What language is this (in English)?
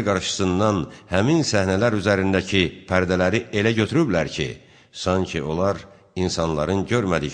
Azerbaijani